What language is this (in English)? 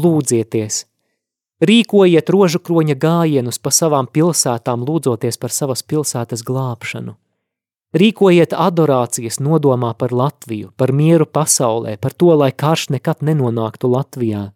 Latvian